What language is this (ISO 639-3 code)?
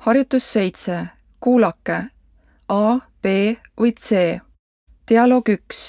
est